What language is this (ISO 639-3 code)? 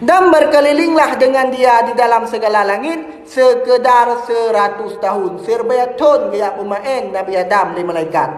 ace